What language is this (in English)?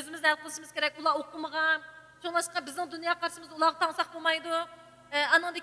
Uyghur